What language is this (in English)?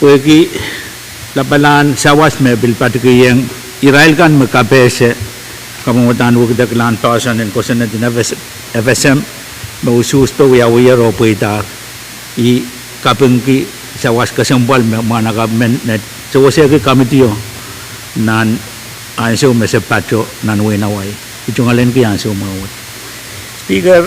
Pohnpeian